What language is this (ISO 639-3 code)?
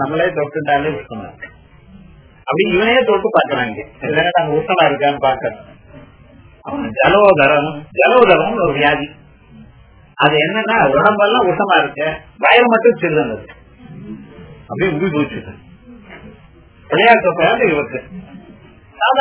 tam